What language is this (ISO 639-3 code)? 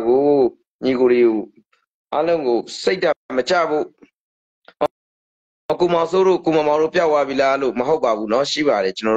mya